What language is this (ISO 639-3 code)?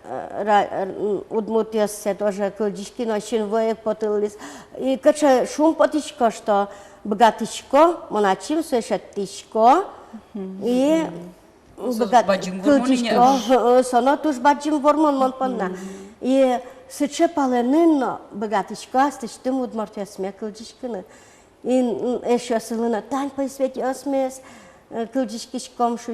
udm